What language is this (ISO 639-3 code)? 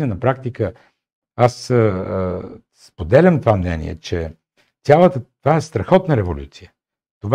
bul